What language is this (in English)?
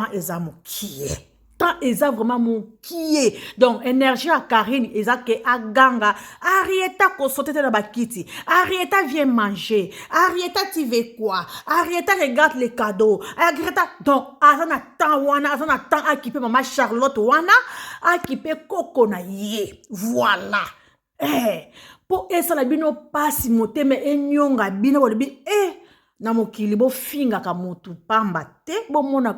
Lingala